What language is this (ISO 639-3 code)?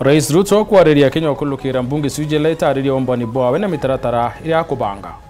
mer